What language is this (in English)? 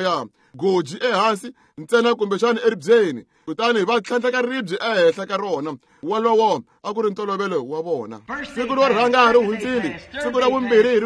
Tsonga